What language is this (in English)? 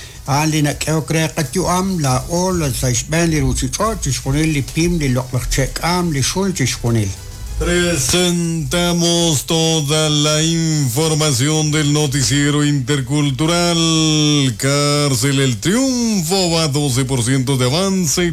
Kekchí